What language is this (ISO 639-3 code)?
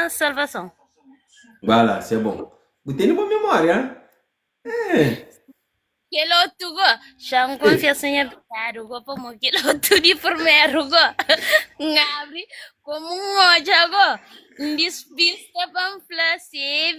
kea